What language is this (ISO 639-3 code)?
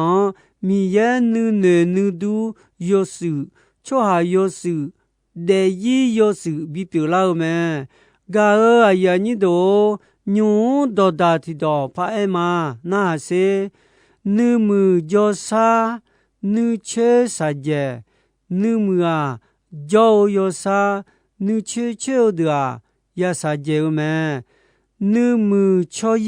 ahk